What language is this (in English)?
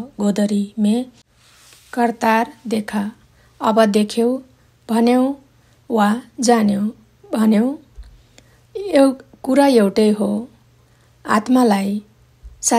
Nepali